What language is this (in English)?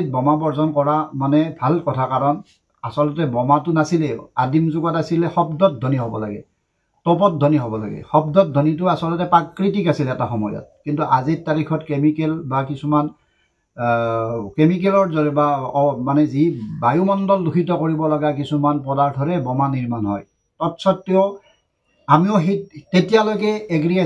Assamese